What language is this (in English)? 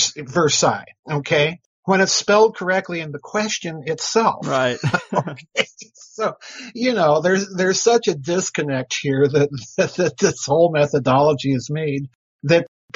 English